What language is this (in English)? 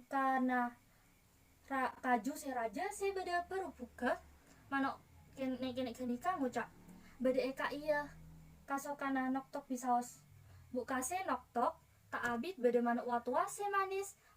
Madurese